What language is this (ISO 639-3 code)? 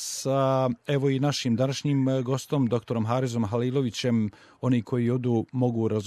bos